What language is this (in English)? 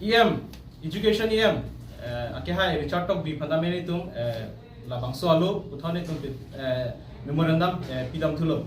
Karbi